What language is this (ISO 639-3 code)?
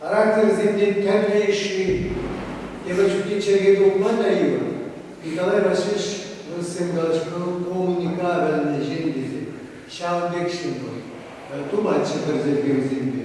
chv